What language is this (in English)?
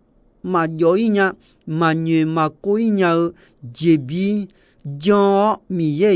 Akha